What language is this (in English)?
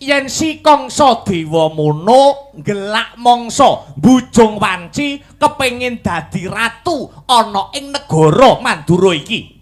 Javanese